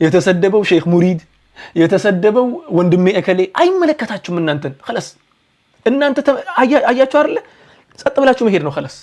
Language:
Amharic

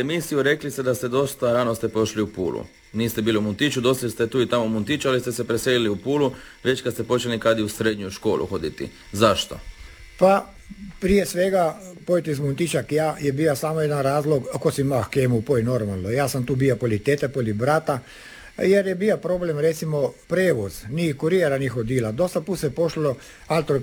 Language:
Croatian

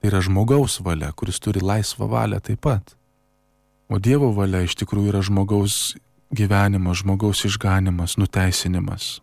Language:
Lithuanian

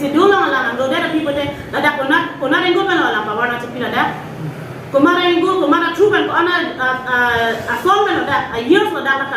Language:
Karbi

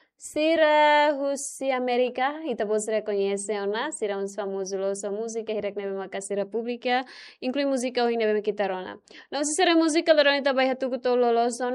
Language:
Tetum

